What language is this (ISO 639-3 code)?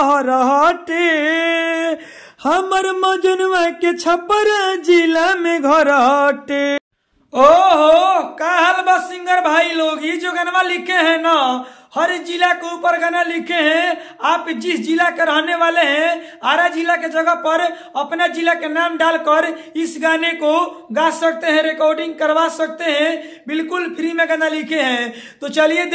bho